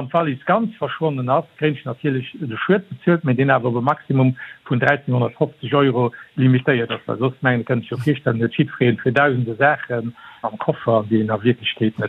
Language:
Luxembourgish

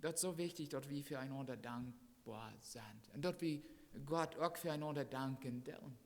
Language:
Plautdietsch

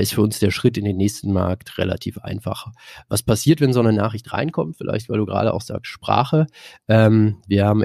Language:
German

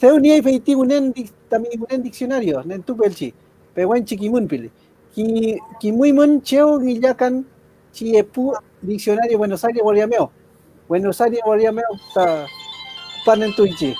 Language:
Mapuche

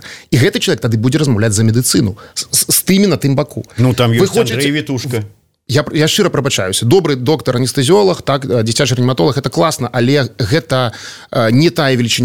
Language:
Belarusian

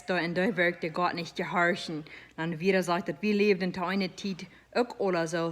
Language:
Plautdietsch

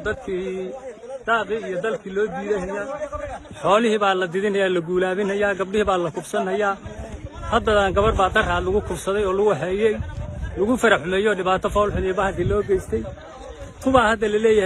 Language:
Somali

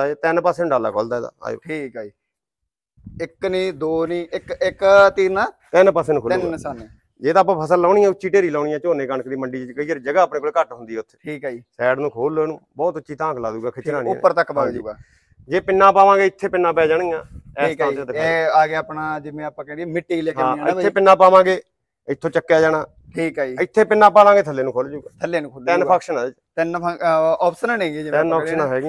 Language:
Punjabi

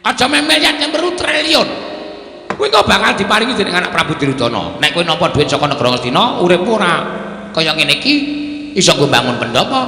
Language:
Javanese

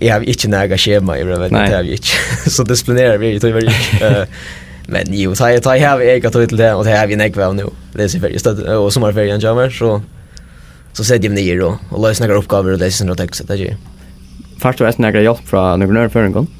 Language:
Faroese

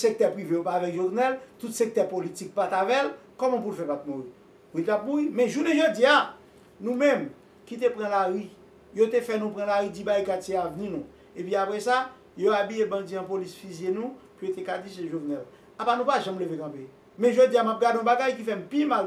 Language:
Haitian Creole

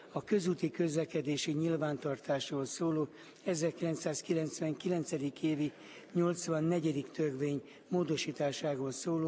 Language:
Hungarian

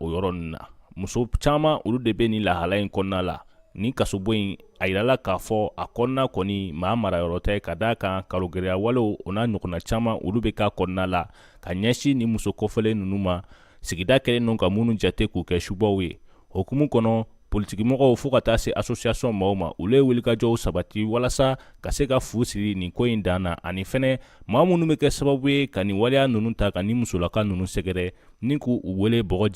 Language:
Bambara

